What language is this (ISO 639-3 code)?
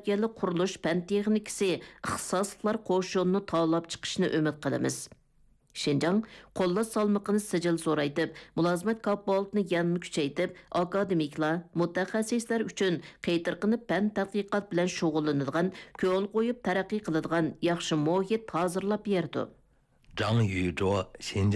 uig